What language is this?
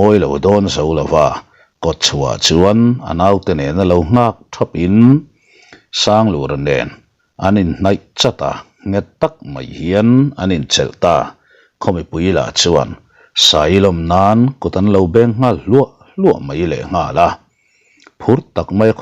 Mizo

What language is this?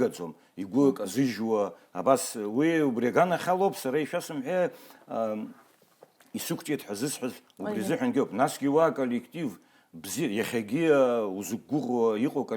Abkhazian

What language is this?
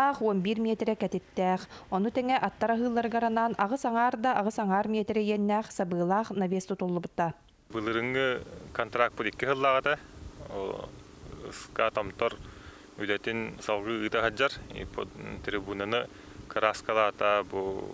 Yakut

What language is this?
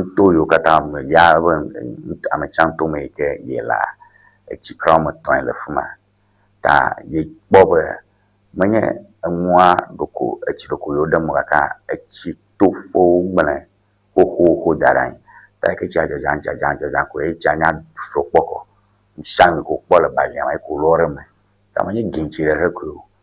Ewe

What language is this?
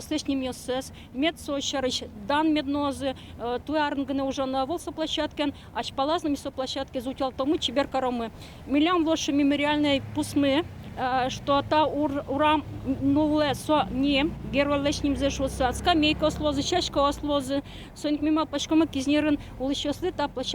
Udmurt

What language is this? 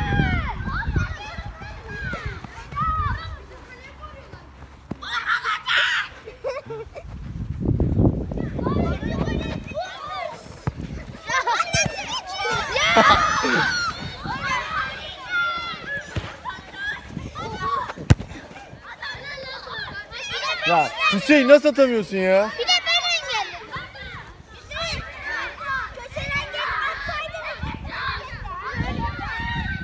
Turkish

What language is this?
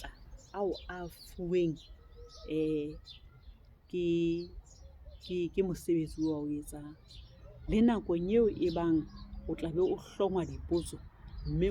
Southern Sotho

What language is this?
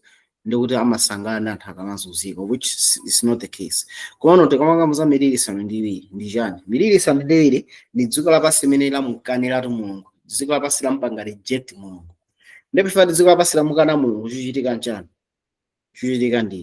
Nyanja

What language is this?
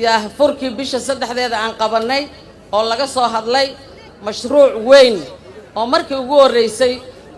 Somali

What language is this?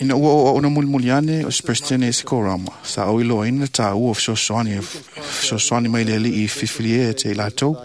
Samoan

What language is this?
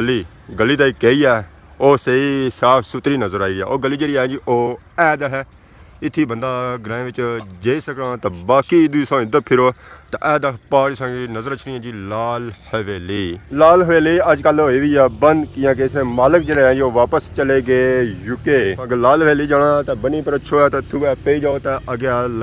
Pahari-Potwari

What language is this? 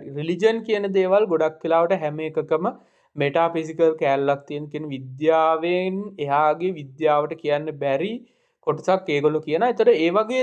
Sinhala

